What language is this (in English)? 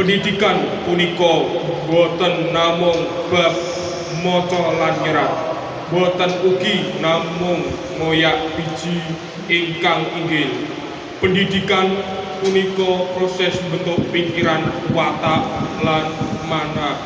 Javanese